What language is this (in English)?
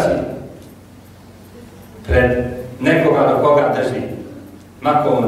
Bosnian